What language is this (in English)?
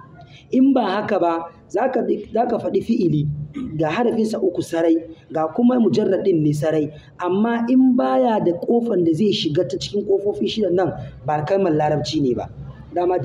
Hausa